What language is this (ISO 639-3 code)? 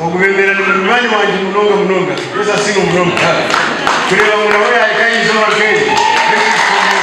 nyn